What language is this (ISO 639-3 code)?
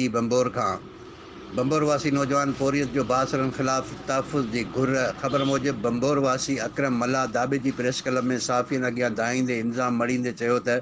snd